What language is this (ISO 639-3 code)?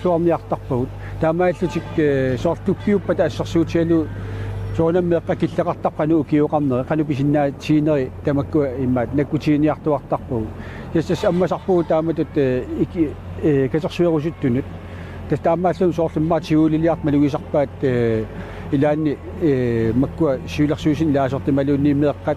kal